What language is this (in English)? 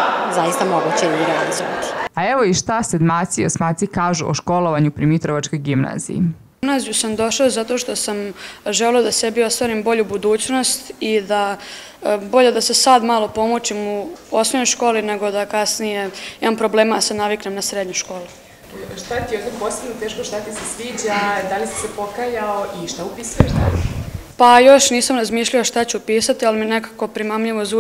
Serbian